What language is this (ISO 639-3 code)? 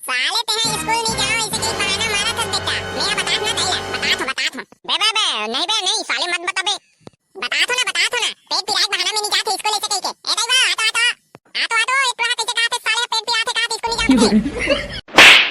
hne